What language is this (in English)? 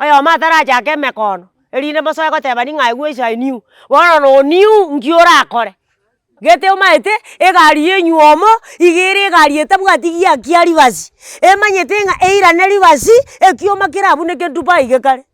Gusii